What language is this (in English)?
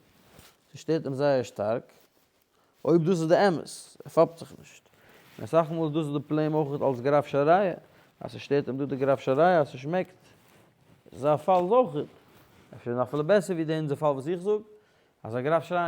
Yiddish